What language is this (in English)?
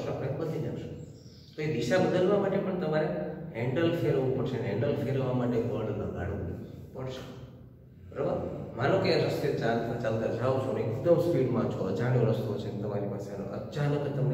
Gujarati